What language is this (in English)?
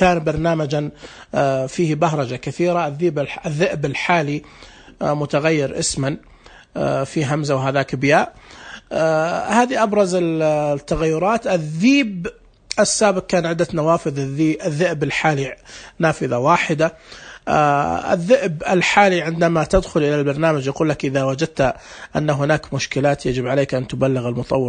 Najdi Arabic